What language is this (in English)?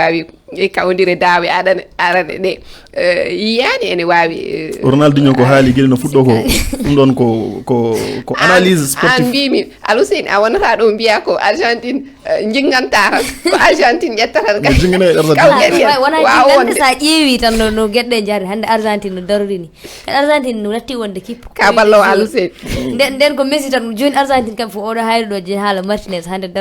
Fula